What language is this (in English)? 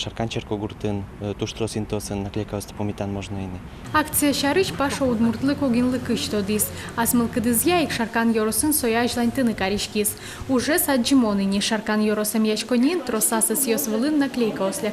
Udmurt